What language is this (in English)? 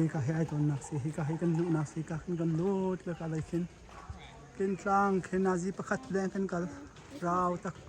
Hakha Chin